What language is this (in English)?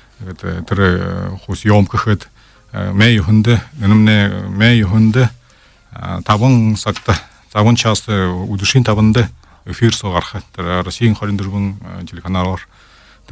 Buriat